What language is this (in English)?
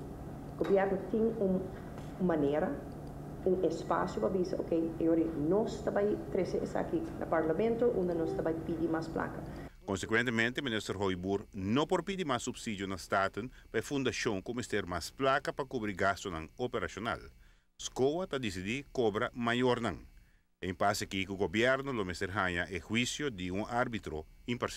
Papiamento